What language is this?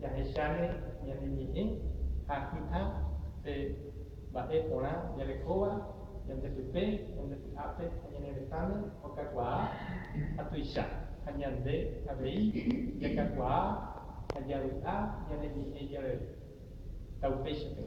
Guarani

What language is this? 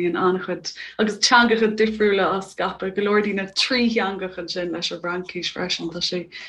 Irish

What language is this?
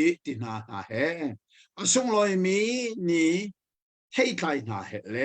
Hakha Chin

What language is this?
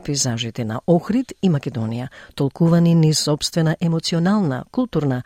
Macedonian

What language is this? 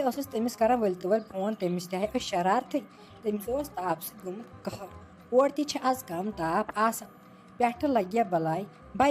Kashmiri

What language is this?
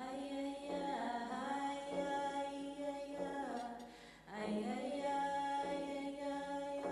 Inuktitut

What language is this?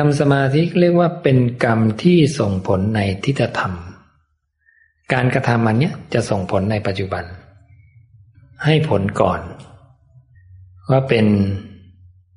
Thai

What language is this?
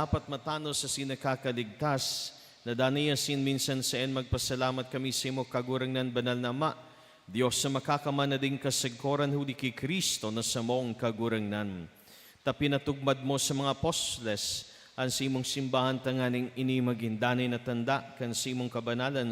Bikol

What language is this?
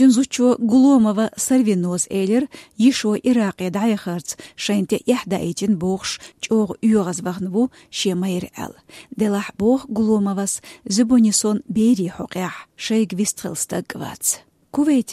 Chechen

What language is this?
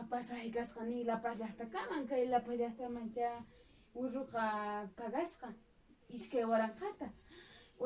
Quechua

